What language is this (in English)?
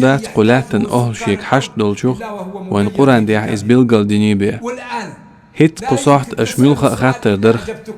Chechen